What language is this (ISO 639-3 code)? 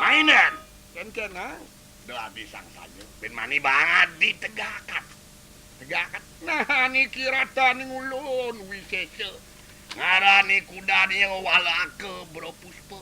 ban